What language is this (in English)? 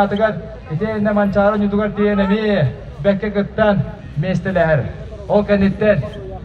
Yakut